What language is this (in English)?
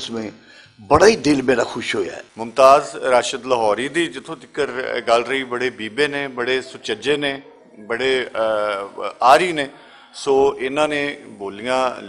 Western Panjabi